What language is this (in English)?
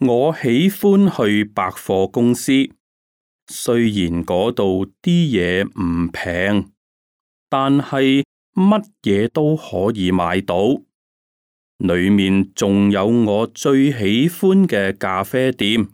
Cantonese